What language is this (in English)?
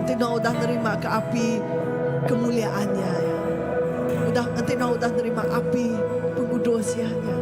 Iban